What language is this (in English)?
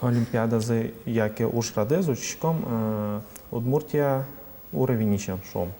Udmurt